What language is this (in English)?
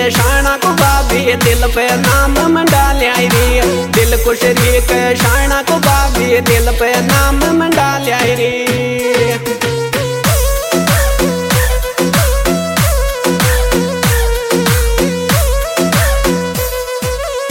Hindi